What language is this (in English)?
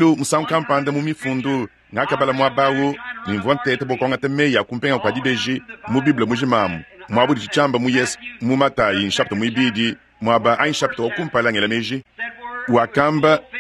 Luba-Lulua